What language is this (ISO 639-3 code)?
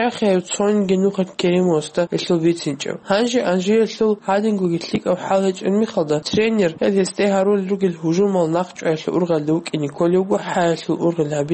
ava